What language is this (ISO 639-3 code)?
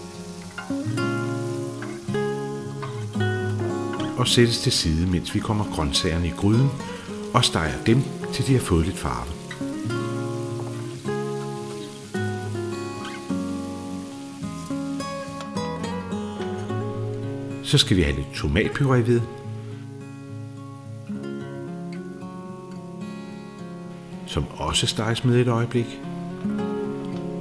dan